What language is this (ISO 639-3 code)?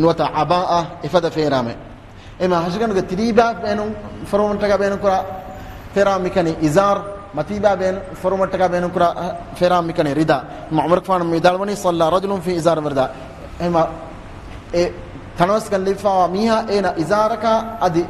div